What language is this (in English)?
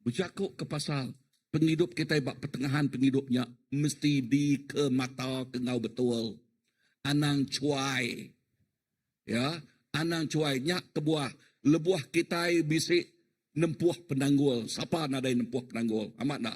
Iban